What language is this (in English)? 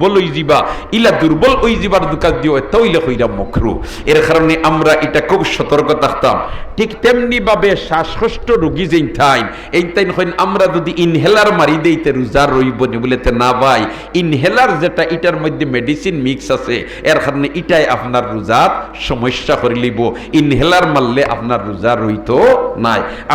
Sylheti